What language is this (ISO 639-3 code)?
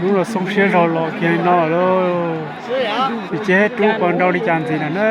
hmn